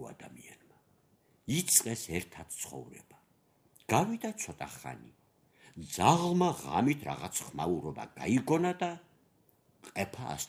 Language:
Georgian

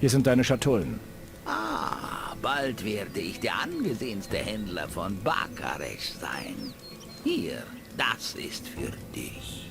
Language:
Bavarian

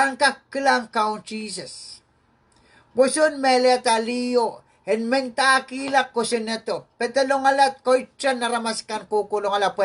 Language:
Pohnpeian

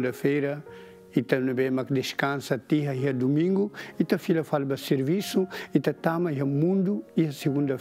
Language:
Tetum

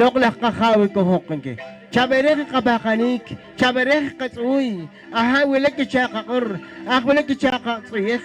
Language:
Poqomchi'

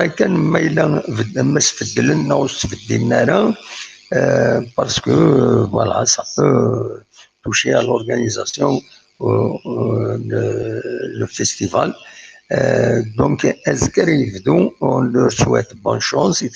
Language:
Kabyle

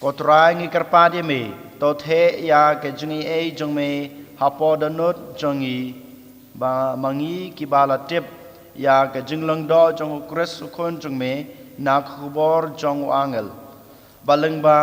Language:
Khasi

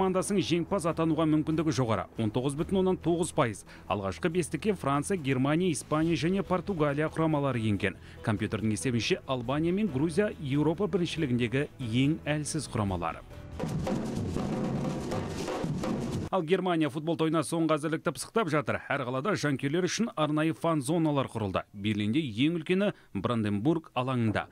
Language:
Kazakh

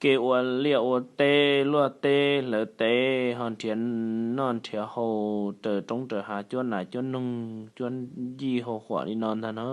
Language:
Hmong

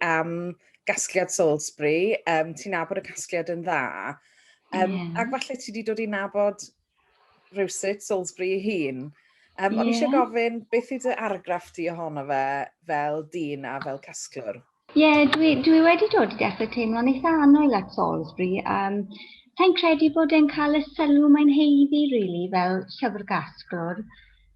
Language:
Welsh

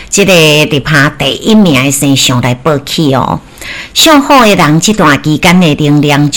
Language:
Min Nan Chinese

